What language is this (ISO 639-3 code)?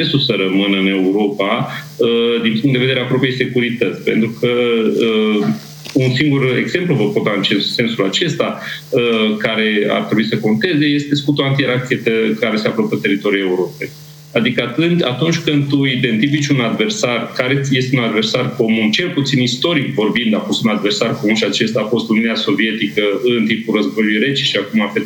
ron